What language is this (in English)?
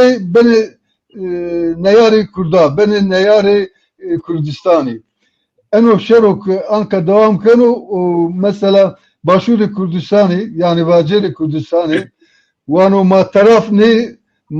Zaza